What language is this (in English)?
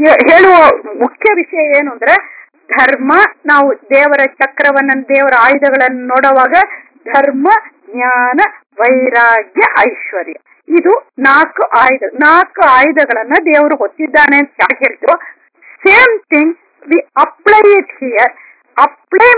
Kannada